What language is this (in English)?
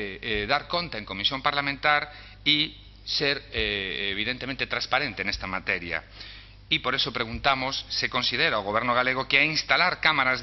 Galician